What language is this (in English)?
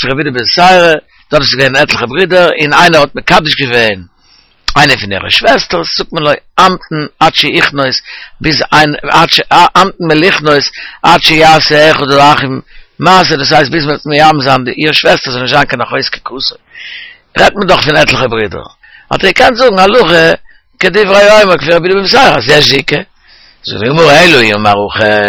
Yiddish